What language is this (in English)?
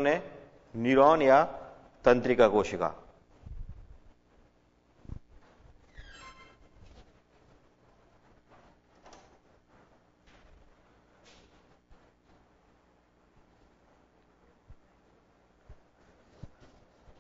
Hindi